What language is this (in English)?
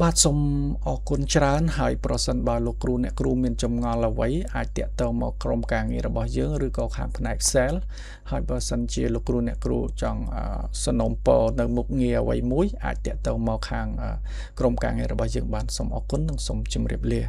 Khmer